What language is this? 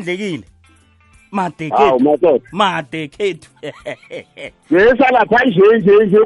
South Ndebele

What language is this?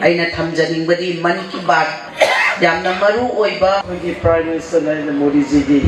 Manipuri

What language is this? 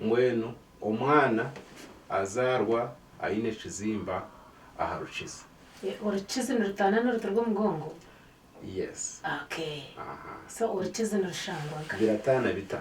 Nyankole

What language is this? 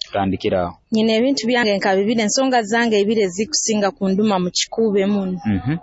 Nyoro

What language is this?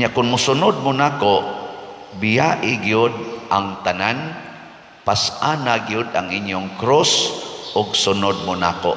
Cebuano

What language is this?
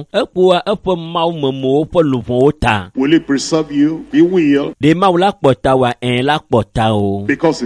Ewe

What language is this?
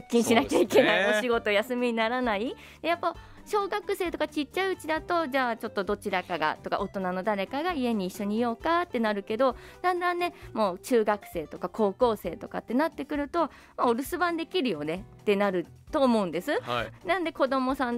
Japanese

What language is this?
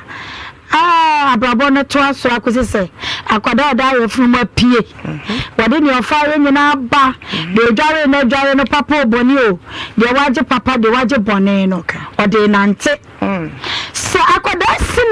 Akan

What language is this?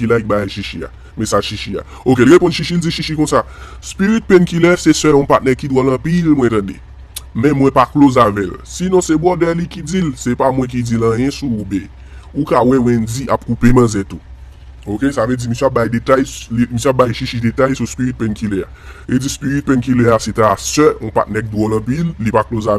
Haitian Creole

